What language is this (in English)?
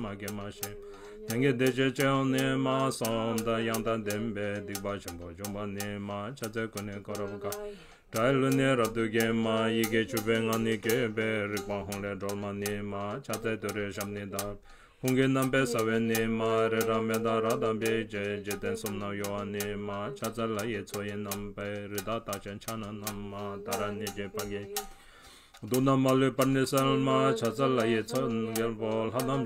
Tibetan